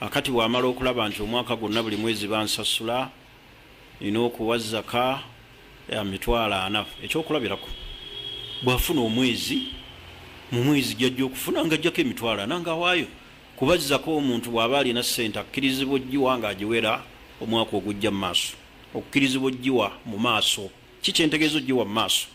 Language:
Ganda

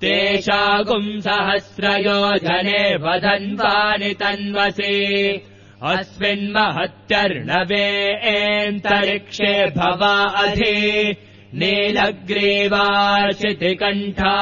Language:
Sanskrit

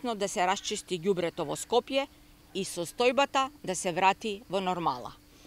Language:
Macedonian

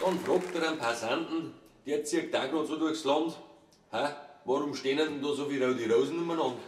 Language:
Bavarian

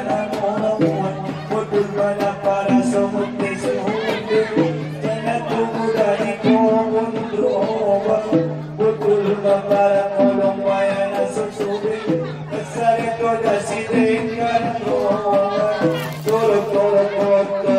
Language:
Batak Angkola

